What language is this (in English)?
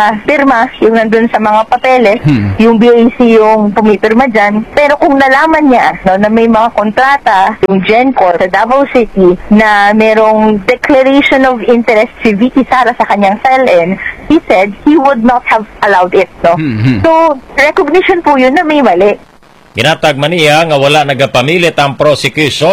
Filipino